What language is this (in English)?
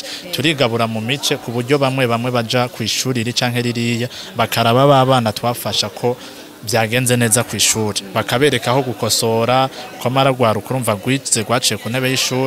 Rundi